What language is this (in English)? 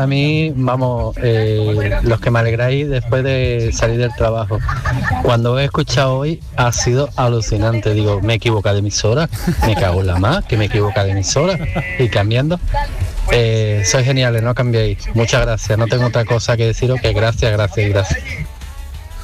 Spanish